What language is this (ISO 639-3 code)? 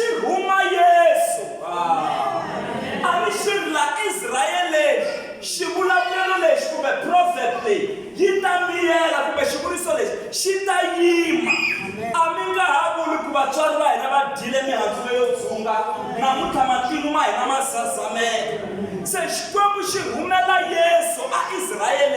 tso